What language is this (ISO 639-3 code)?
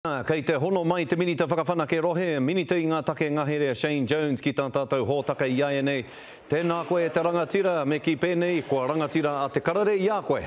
mri